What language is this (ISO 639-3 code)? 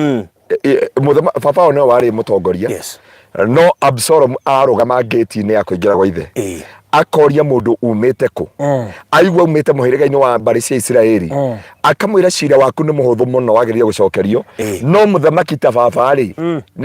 kik